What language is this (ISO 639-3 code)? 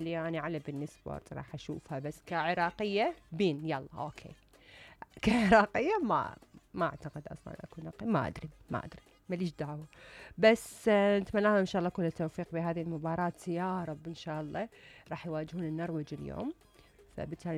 acm